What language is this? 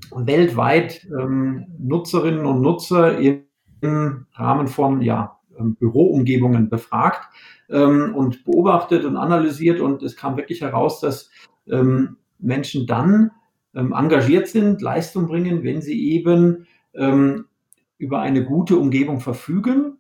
German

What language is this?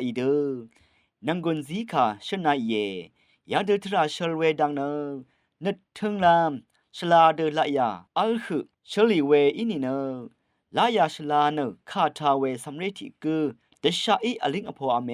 Rawang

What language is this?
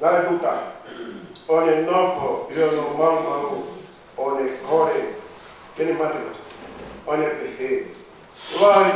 Tongan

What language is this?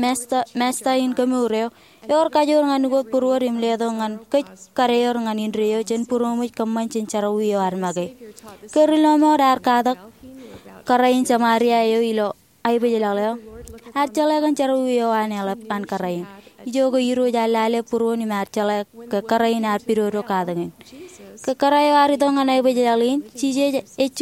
Marshallese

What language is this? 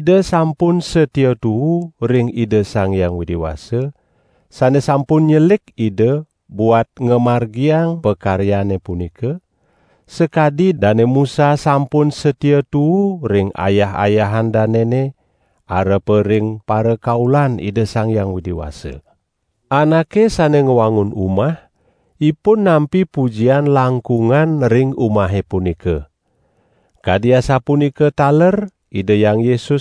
Balinese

